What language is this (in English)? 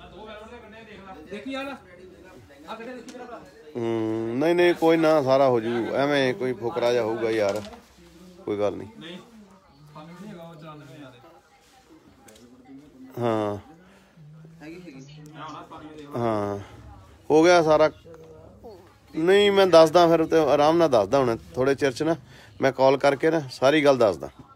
Punjabi